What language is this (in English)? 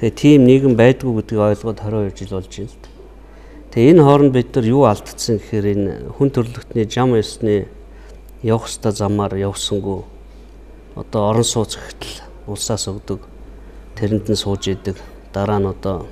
Mongolian